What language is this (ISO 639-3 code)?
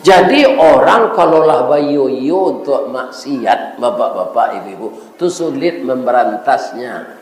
min